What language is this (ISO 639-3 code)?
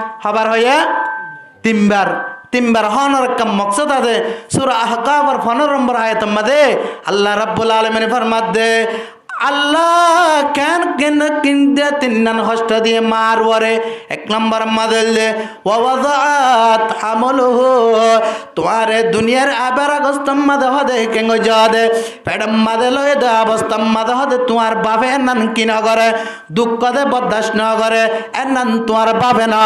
rhg